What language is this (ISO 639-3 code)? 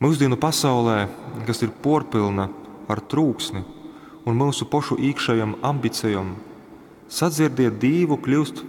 ltg